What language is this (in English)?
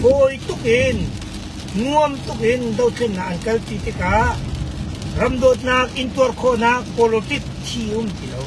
Hakha Chin